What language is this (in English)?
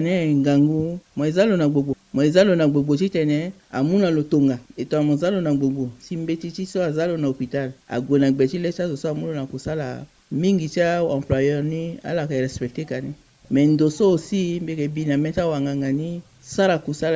Sango